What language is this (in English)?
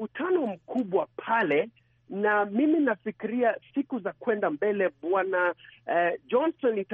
Swahili